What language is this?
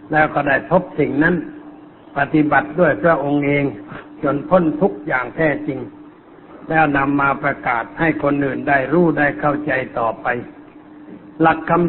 Thai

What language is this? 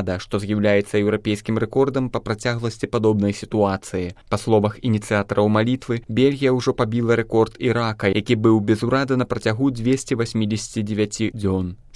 Belarusian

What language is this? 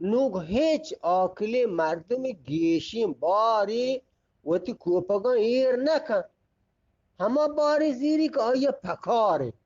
Eastern Balochi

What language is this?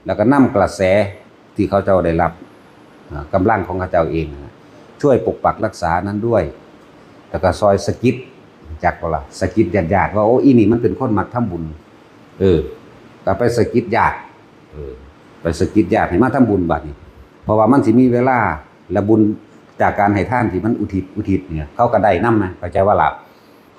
Northeastern Thai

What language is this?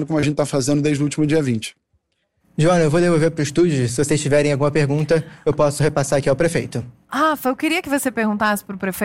Portuguese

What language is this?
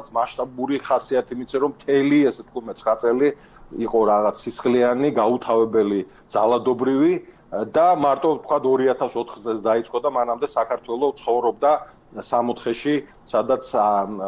Georgian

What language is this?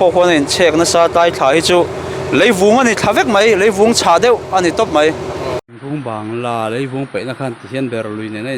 Mizo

